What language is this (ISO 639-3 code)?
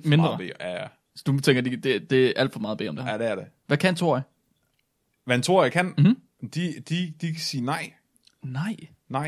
dan